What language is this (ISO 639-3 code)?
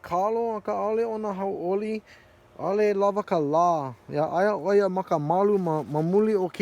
haw